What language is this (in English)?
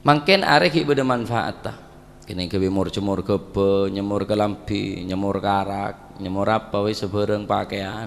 Madurese